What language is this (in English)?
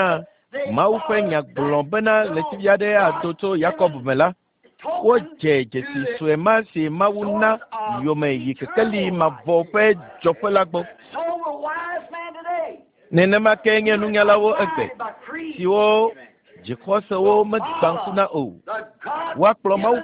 Ewe